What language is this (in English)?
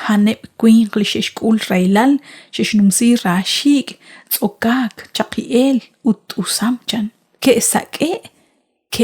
Kekchí